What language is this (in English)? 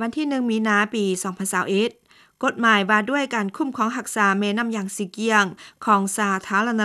Lao